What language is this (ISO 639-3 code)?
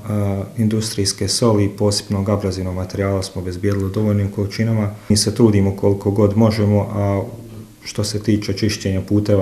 bos